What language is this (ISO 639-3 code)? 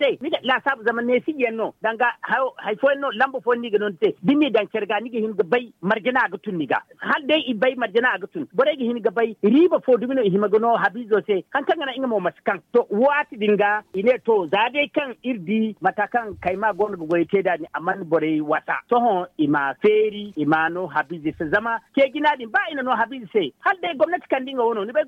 dje